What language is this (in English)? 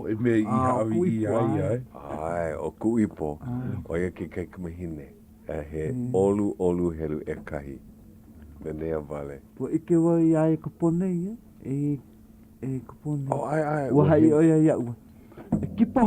Hawaiian